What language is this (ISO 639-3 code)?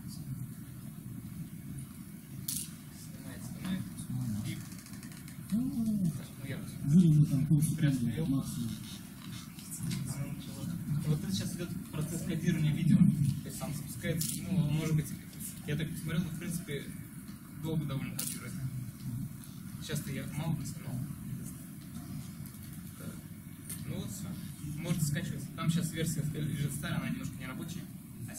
rus